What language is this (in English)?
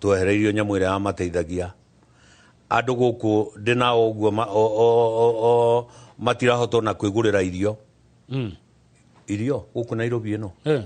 Kikuyu